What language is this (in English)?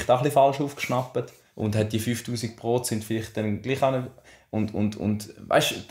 Swiss German